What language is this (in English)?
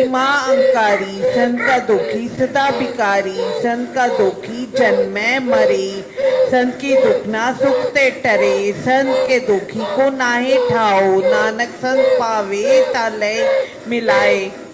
Punjabi